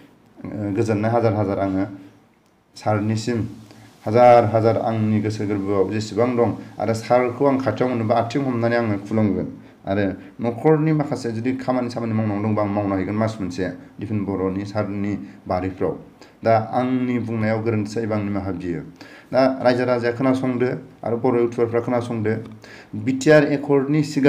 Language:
Bodo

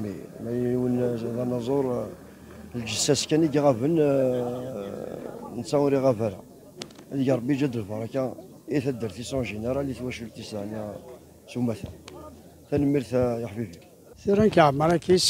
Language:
Kabyle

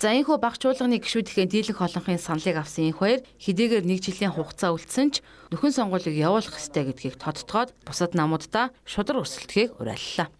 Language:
Mongolian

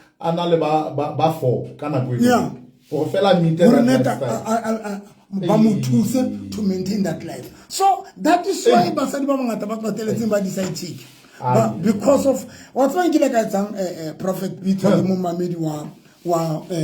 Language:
Southern Sotho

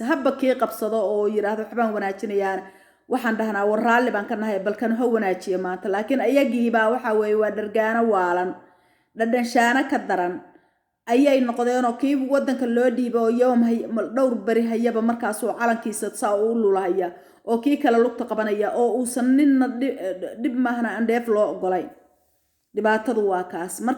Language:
Somali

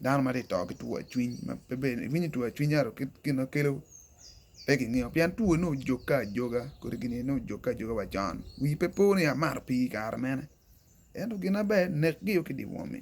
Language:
Acoli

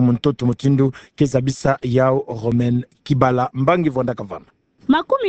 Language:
Kituba (Democratic Republic of Congo)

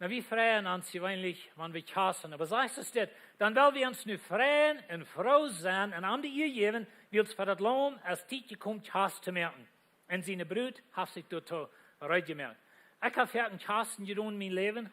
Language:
Plautdietsch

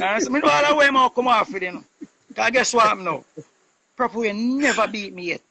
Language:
Jamaican Creole English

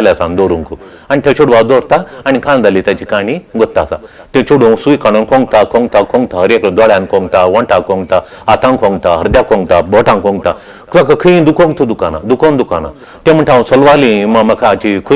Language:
Konkani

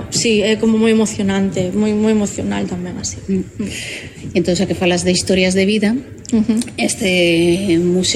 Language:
Galician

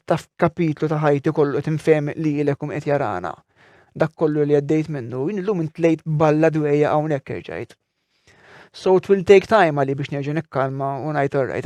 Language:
Maltese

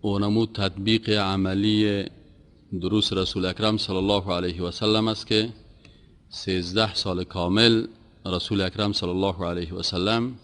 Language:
Persian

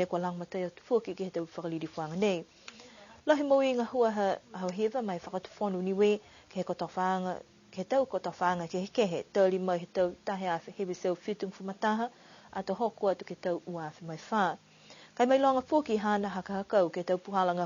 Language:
Niuean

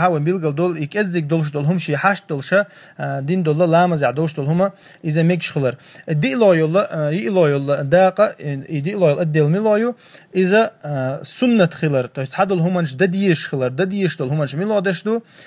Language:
Chechen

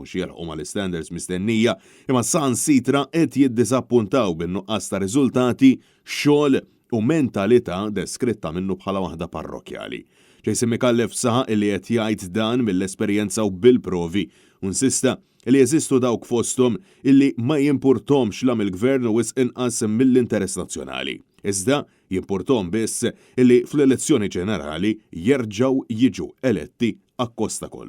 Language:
Maltese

